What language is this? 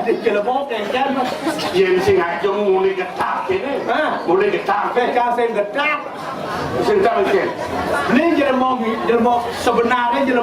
Balinese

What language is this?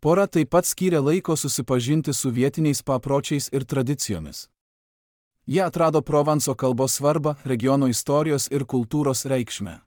Lithuanian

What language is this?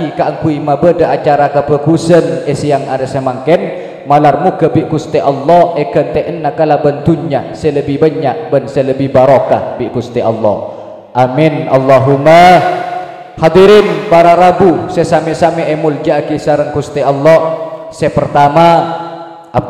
Madurese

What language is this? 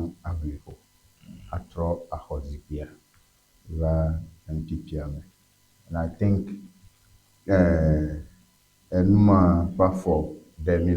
Ewe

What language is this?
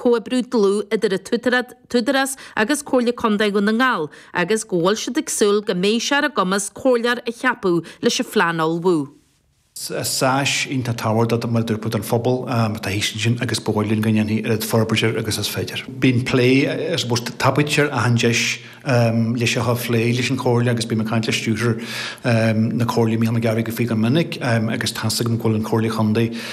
Irish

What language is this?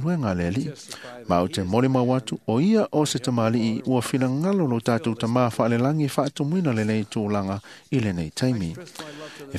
Samoan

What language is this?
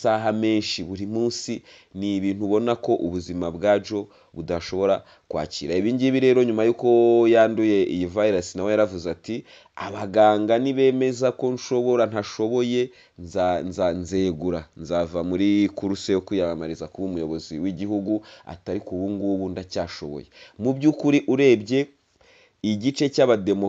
Kinyarwanda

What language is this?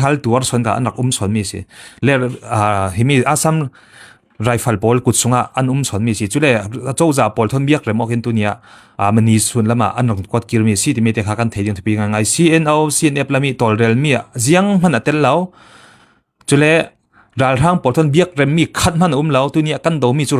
Falam Chin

